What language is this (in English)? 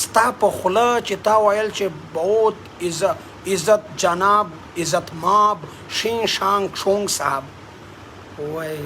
Pashto